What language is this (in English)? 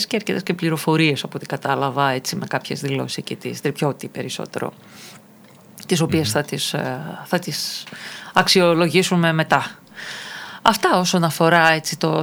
Greek